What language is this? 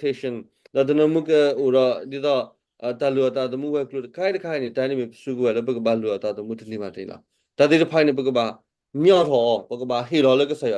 S'gaw Karen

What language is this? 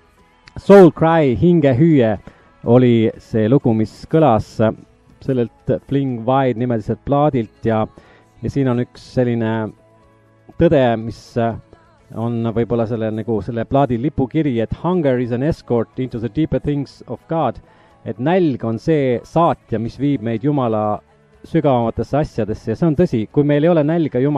Estonian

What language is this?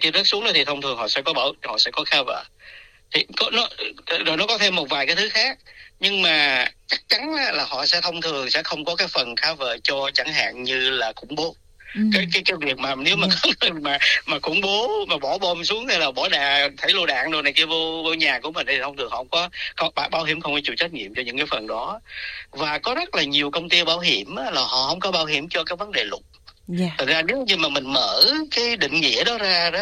Vietnamese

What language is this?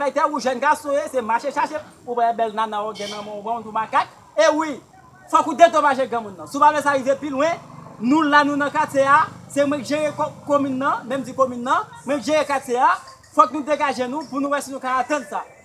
Haitian Creole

